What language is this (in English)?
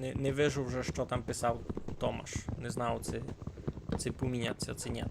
Rusyn